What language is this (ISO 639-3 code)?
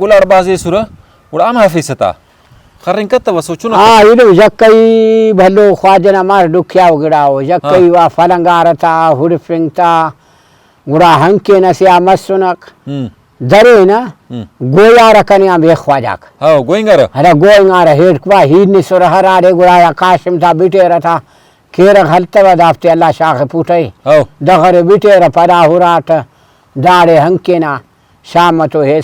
brh